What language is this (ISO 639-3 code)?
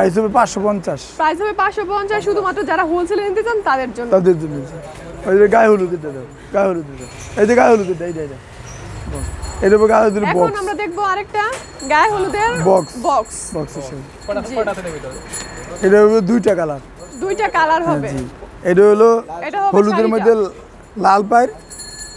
ben